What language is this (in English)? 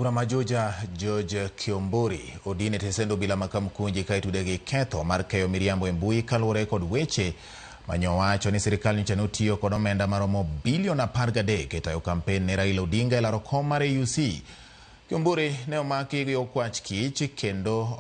Luo (Kenya and Tanzania)